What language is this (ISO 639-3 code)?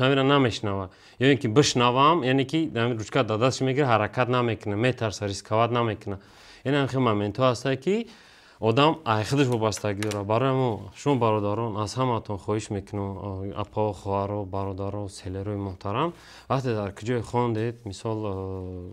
tgk